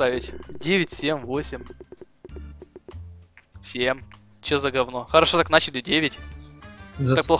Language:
Russian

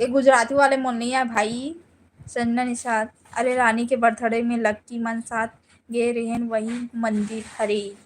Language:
Chhattisgarhi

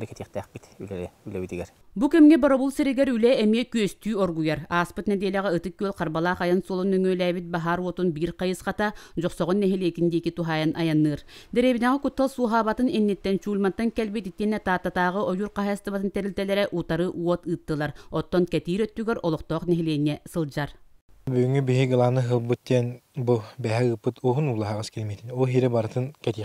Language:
Yakut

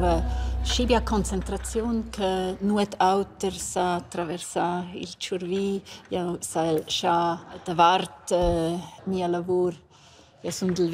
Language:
Romansh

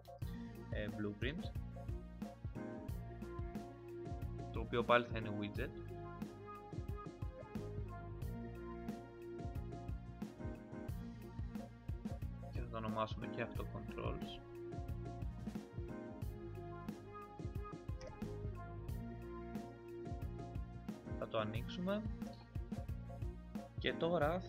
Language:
Greek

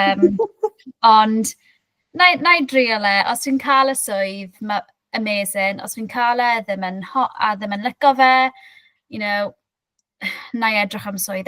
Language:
Welsh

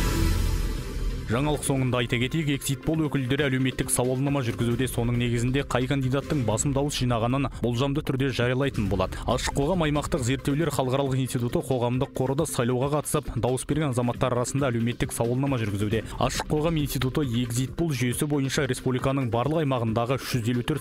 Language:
Kazakh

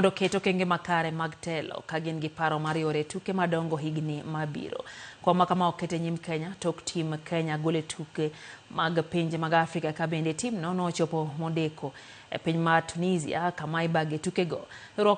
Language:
Luo (Kenya and Tanzania)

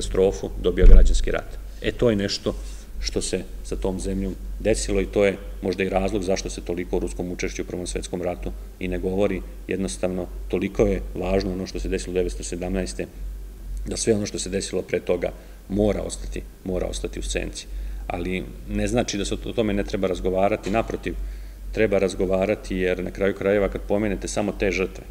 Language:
Serbian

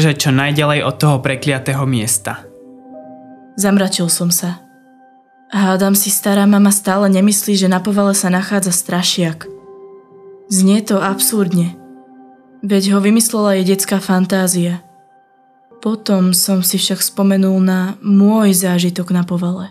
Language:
Slovak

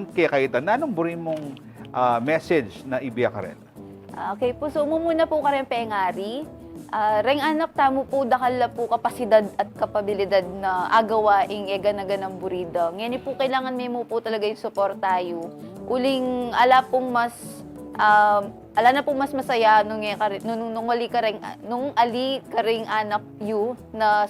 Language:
Pampanga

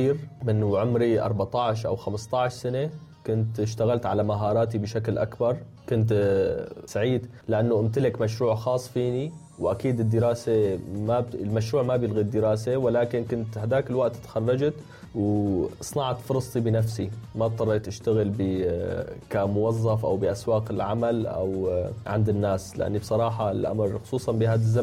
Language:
North Levantine Arabic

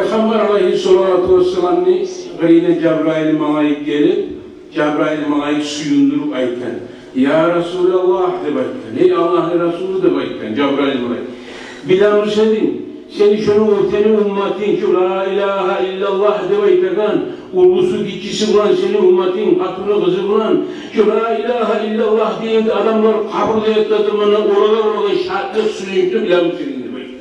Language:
Kumyk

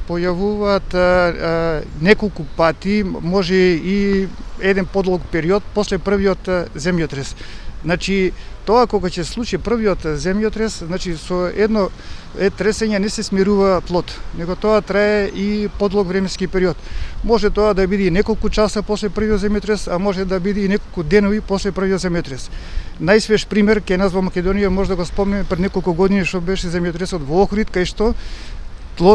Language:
Macedonian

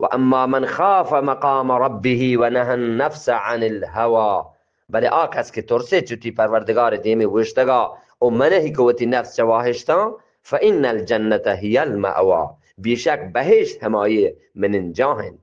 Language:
Eastern Balochi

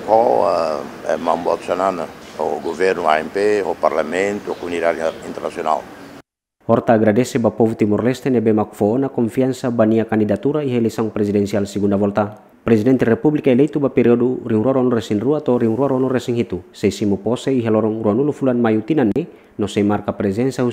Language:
Tetum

